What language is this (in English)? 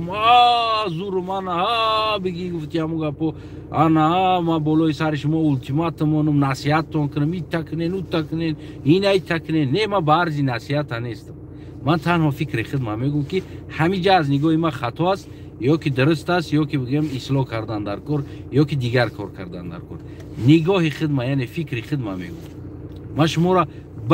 Tajik